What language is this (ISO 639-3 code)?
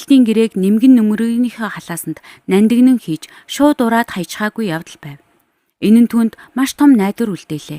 mon